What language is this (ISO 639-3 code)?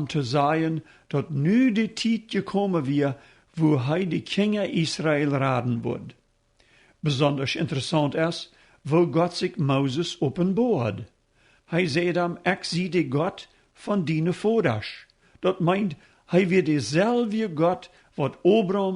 pdt